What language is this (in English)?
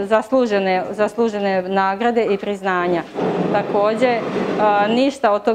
Serbian